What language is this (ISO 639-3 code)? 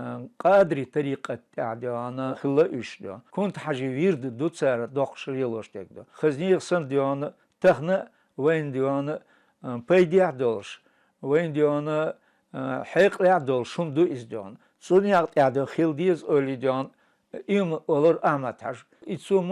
che